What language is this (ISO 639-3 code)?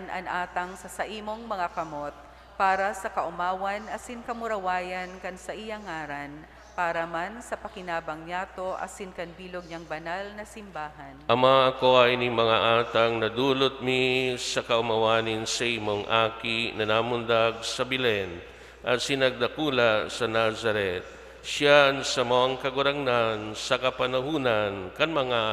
bik